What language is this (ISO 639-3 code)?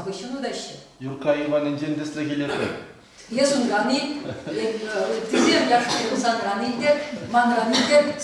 chv